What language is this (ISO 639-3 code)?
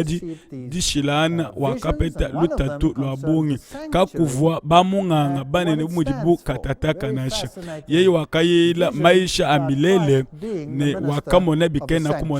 lua